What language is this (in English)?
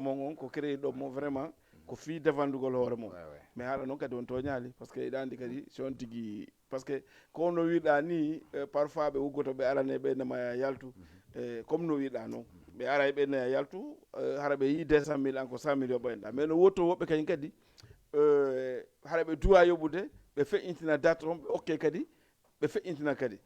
Fula